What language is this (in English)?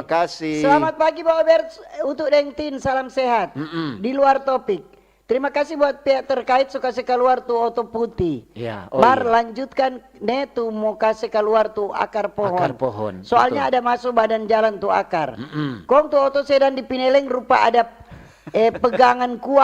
Manado Malay